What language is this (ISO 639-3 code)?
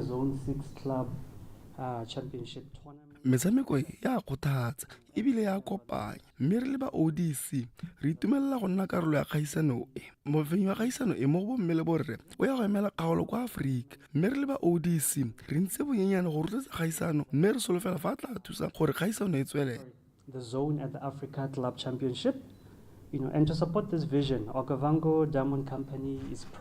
tsn